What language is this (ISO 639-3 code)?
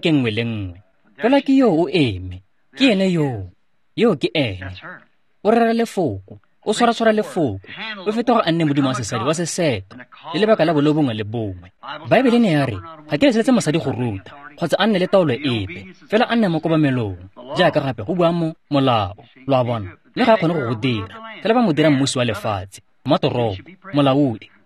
tsn